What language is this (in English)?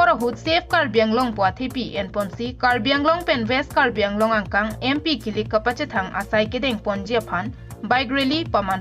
Karbi